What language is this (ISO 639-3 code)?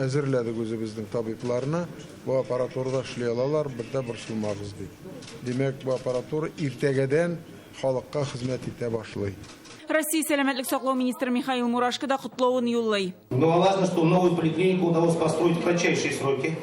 tat